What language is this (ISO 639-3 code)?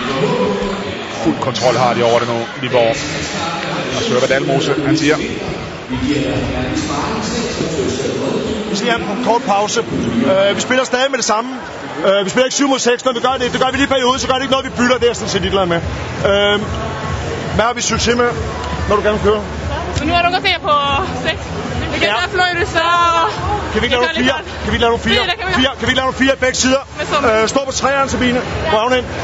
dan